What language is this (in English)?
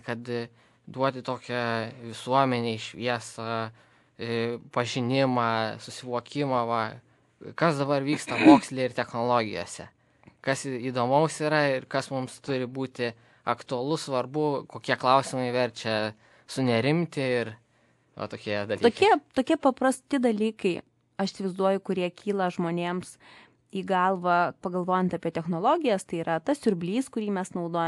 Lithuanian